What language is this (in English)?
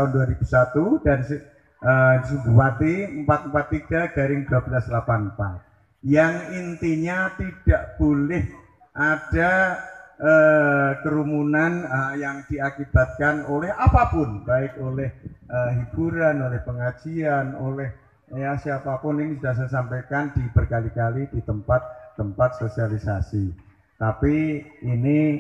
Indonesian